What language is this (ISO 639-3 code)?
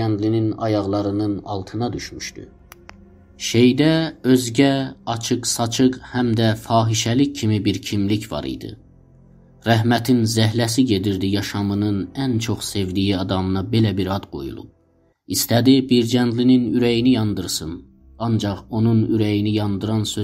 azb